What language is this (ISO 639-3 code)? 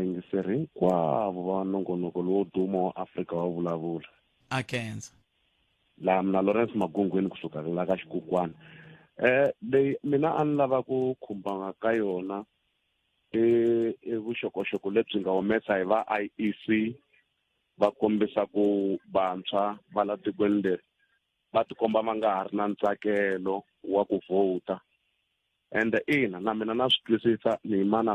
tso